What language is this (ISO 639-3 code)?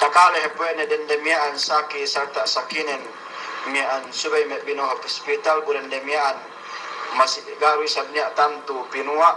yka